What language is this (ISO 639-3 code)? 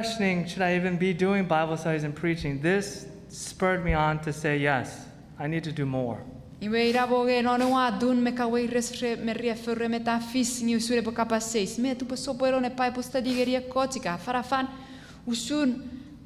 chk